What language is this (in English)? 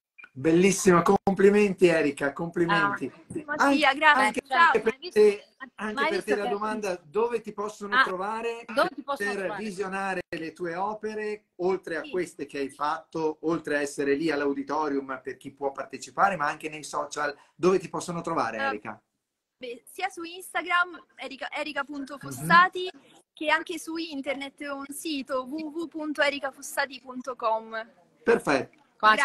Italian